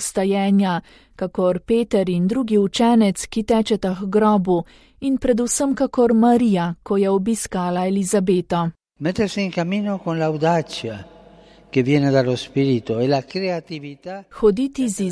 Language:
Slovenian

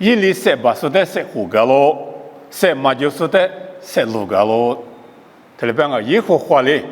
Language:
Lisu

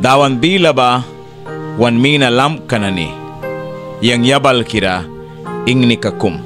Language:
Mískito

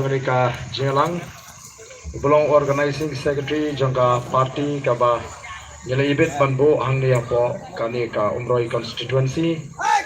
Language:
Khasi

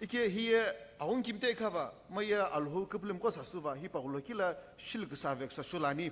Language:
Sumi Naga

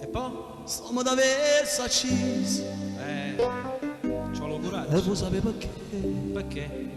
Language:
Neapolitan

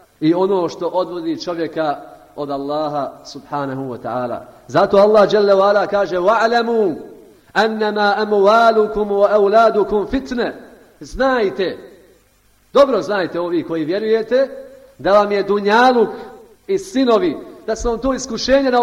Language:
Bosnian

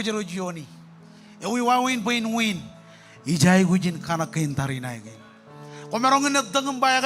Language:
Marshallese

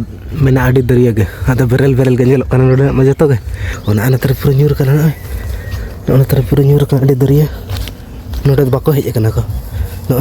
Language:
Santali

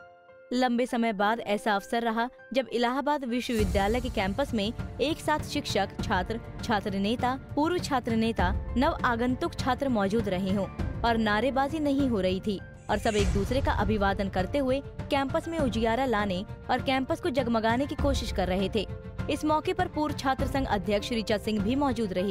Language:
Hindi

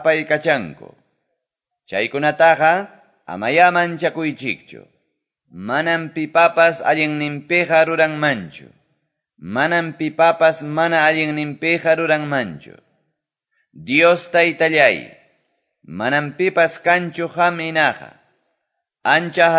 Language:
Quechua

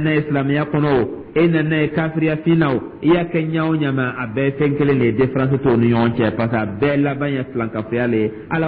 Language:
Dyula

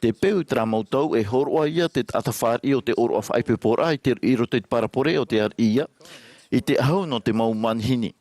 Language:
Tahitian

